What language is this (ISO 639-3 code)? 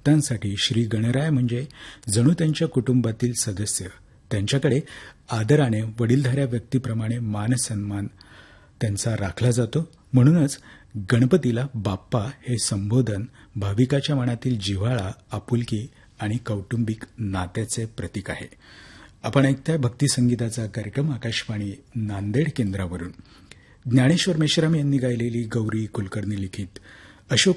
mar